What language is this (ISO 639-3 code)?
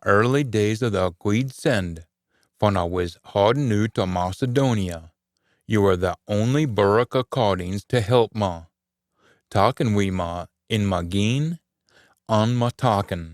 sco